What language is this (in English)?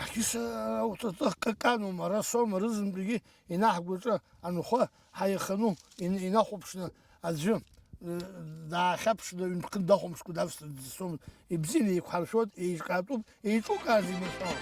Abkhazian